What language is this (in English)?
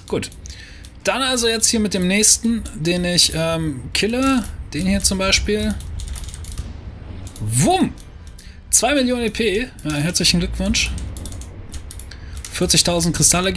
German